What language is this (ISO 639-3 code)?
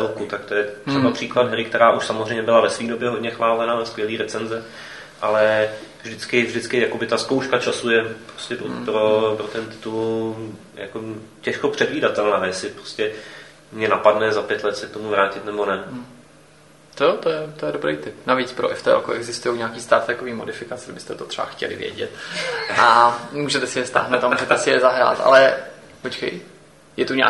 ces